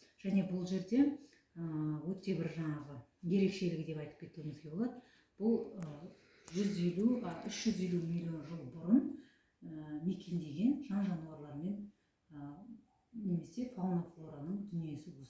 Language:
Kazakh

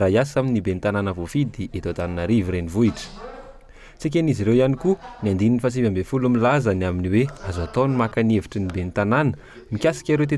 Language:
Malagasy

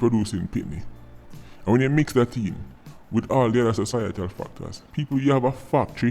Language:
Jamaican Creole English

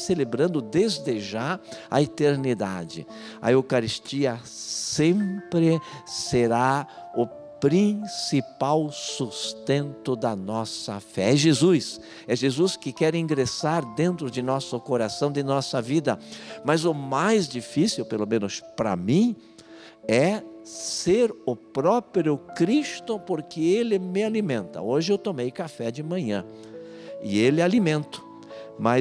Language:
Portuguese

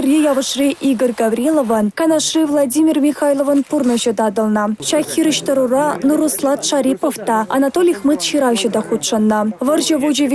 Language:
Chuvash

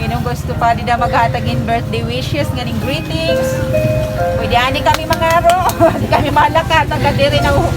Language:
Waray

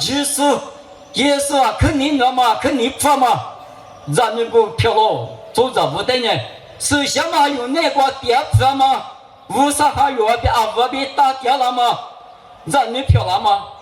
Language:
Lisu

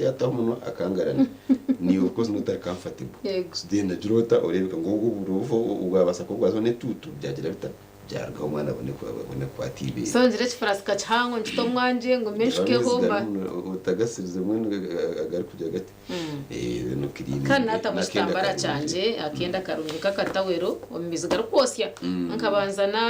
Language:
Nyankole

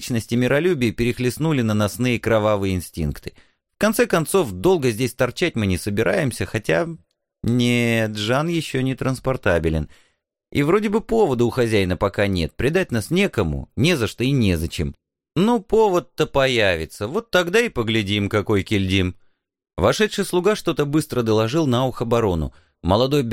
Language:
Russian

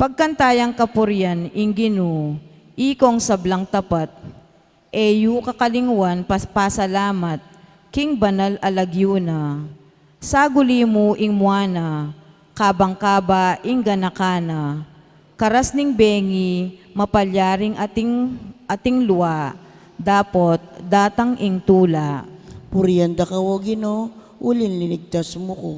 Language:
Pampanga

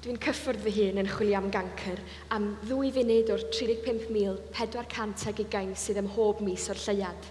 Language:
Welsh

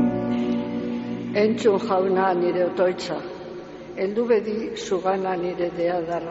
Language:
Basque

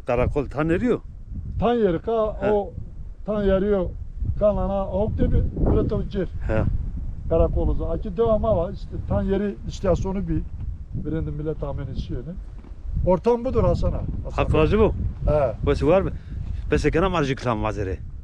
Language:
Zaza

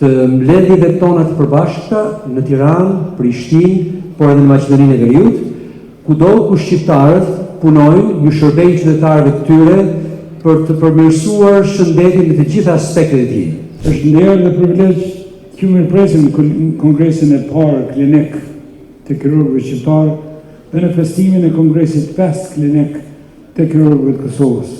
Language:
Albanian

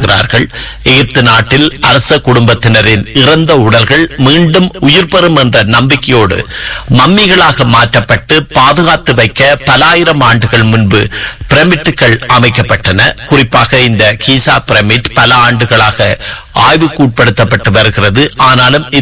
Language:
Tamil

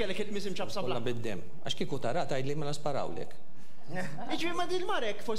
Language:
Maltese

